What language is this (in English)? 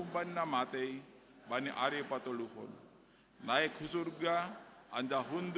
Batak Simalungun